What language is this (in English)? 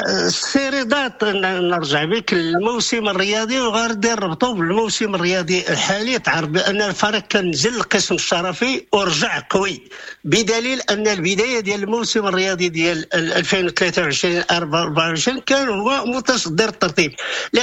Moroccan Arabic